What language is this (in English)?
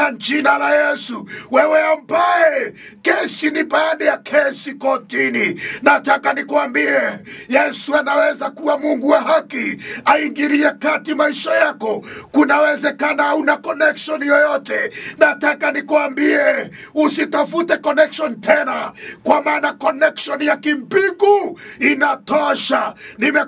Swahili